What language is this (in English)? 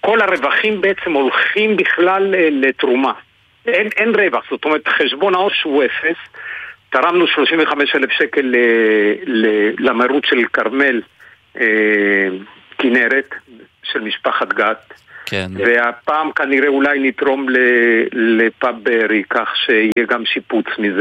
Hebrew